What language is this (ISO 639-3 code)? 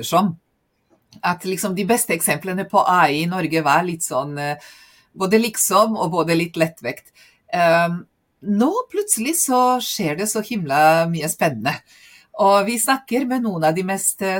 nor